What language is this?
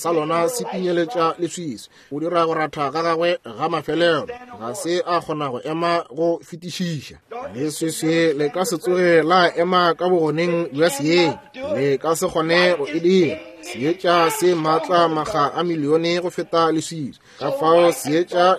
Northern Sotho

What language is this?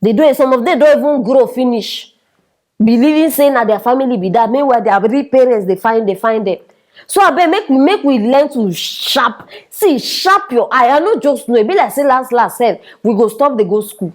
Nigerian Pidgin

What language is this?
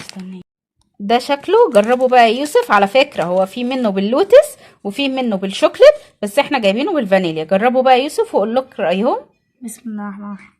Egyptian Arabic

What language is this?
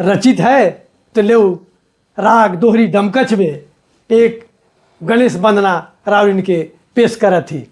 Sadri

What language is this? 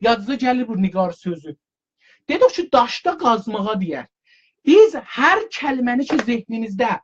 South Azerbaijani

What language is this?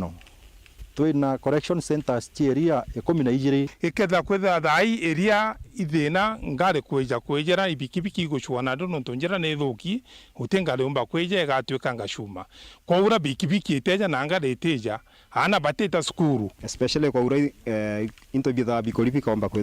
Meru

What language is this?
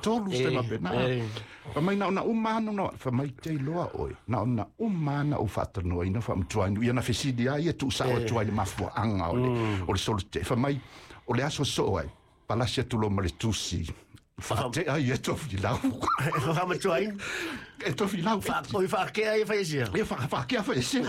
Samoan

